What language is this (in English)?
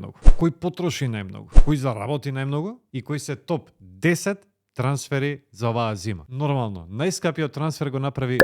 Macedonian